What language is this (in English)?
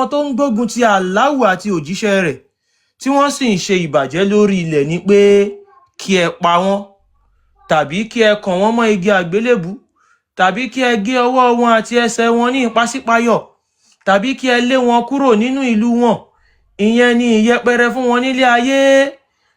Yoruba